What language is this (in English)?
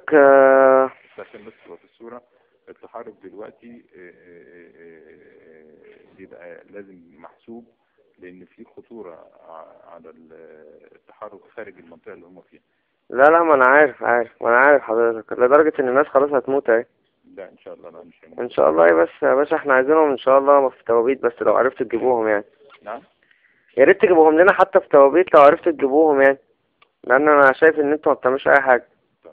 Egyptian Arabic